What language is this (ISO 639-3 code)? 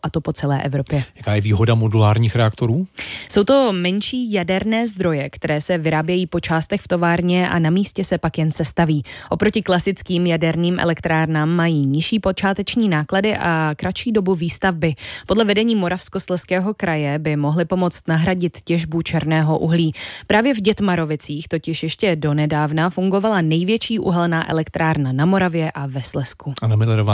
ces